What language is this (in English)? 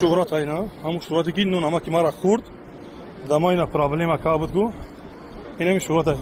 Tajik